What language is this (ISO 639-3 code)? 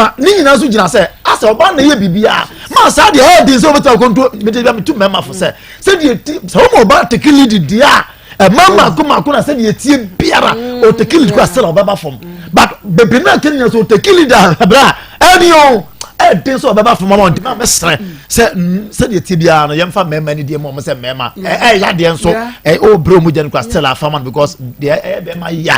aka